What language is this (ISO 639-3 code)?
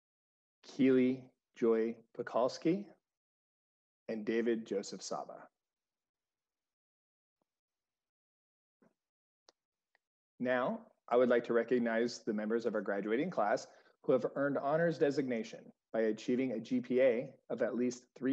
eng